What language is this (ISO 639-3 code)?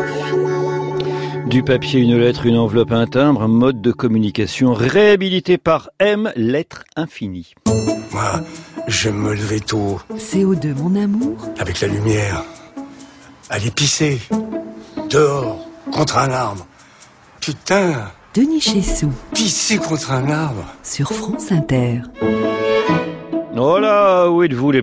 fra